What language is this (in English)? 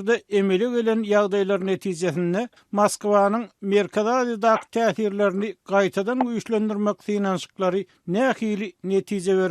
Turkmen